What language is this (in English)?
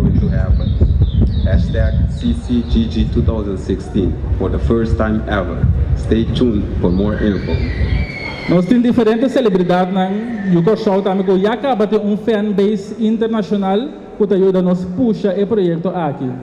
Papiamento